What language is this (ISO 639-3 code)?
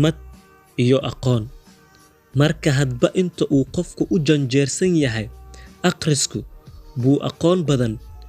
som